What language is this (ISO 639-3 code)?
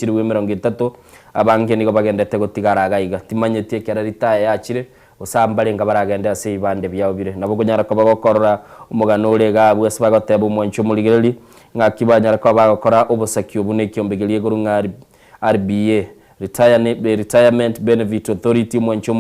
guz